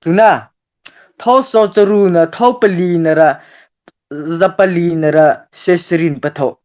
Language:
Mara Chin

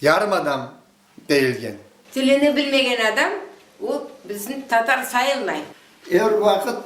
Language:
Crimean Tatar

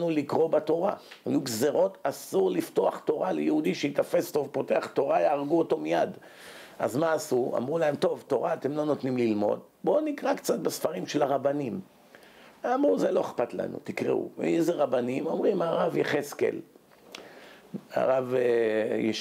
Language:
Hebrew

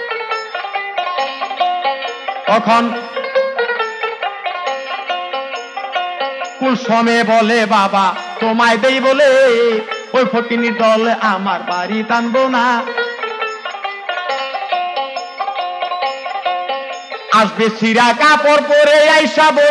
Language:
Bangla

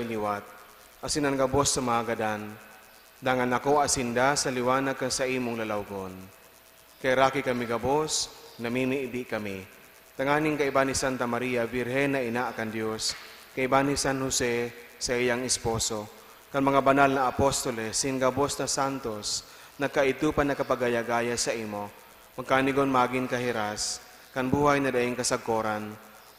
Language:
Bikol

